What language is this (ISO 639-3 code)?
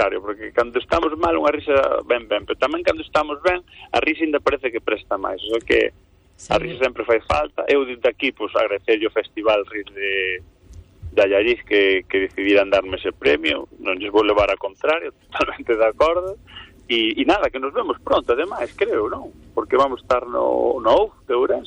glg